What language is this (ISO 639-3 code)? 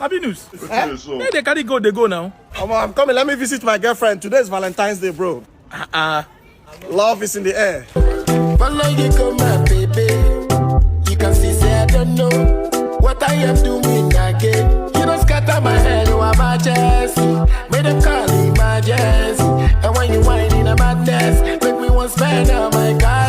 pcm